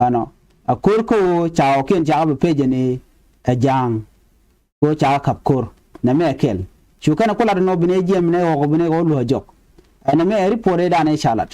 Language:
Nuer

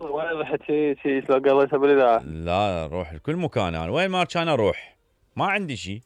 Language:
Mesopotamian Arabic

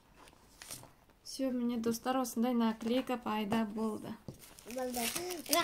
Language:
Kazakh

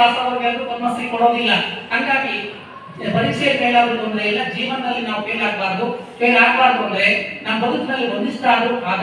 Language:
Kannada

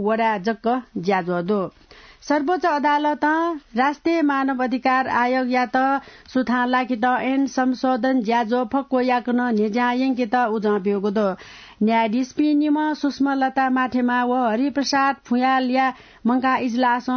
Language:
Newari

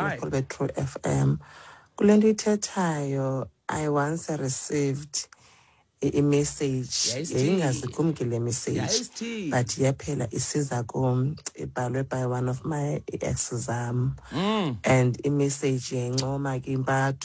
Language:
Xhosa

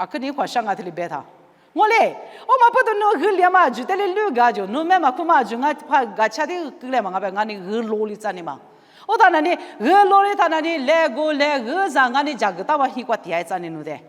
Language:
Lisu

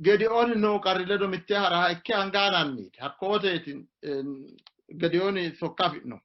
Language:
Sidamo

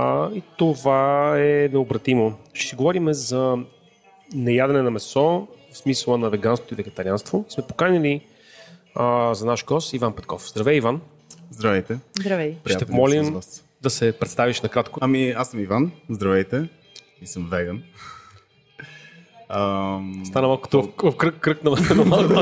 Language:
Bulgarian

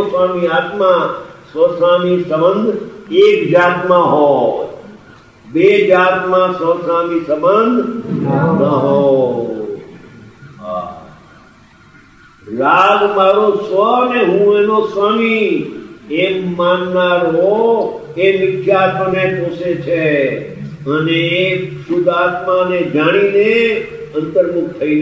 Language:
Gujarati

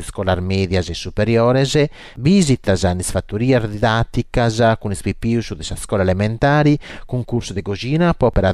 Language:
Sardinian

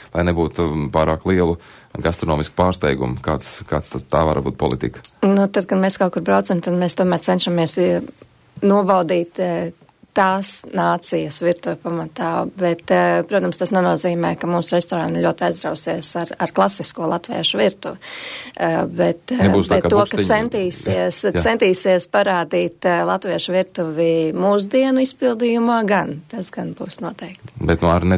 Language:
Latvian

